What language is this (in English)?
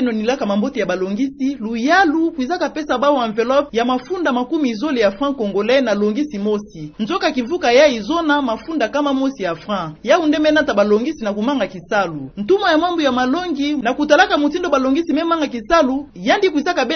Kituba (Democratic Republic of Congo)